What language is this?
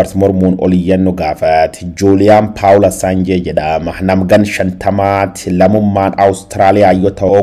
Oromo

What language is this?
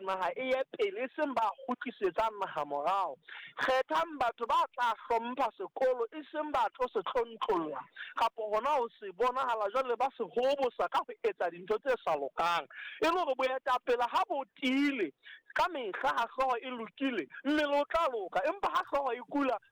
Southern Sotho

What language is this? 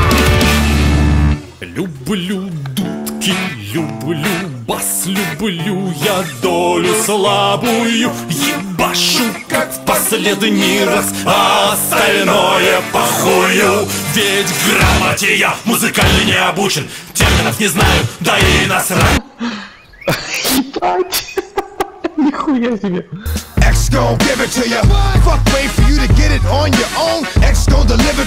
Russian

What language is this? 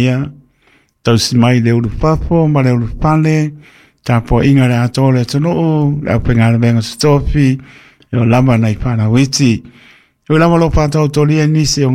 Samoan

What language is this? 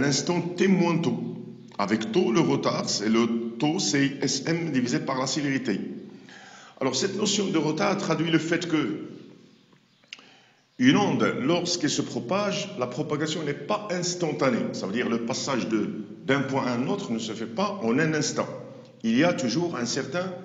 French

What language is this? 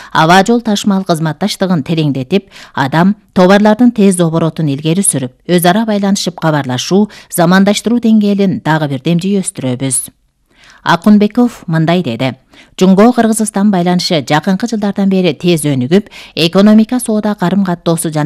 Kyrgyz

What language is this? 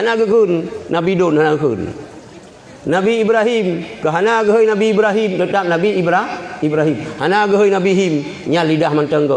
Achinese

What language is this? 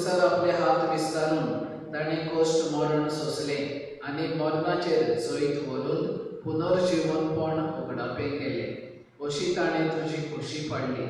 Konkani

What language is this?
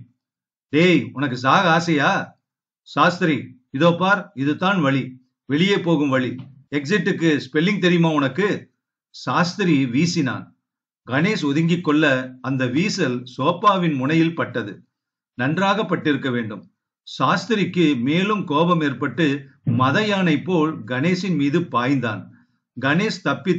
Tamil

